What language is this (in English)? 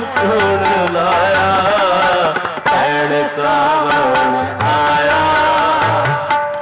Punjabi